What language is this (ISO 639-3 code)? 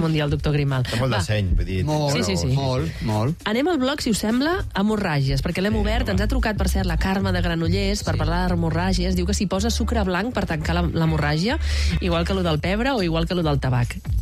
cat